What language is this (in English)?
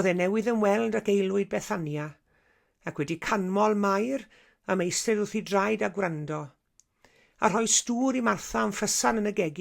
Welsh